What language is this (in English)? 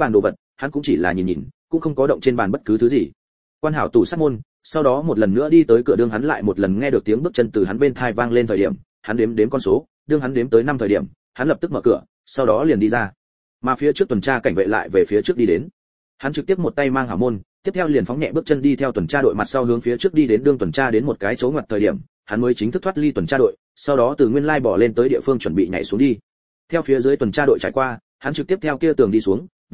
Vietnamese